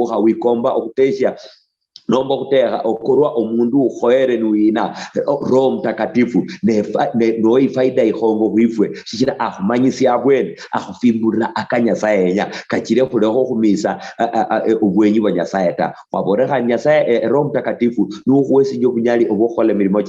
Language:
Luyia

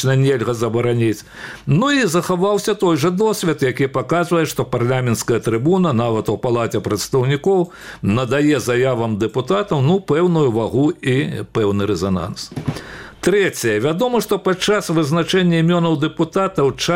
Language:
Belarusian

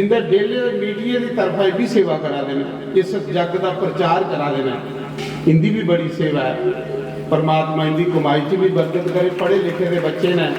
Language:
Dogri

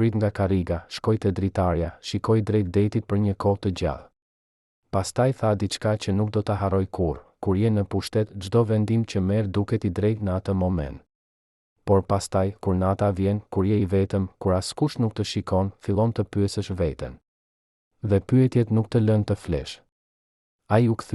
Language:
Albanian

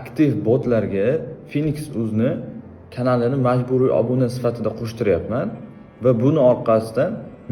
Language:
Uzbek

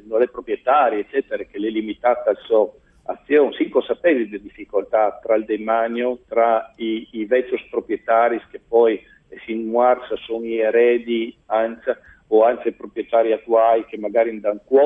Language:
Friulian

